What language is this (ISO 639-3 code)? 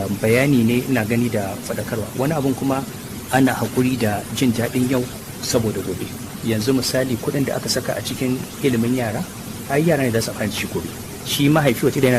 hau